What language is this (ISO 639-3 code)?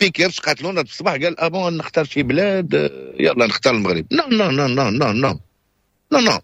ary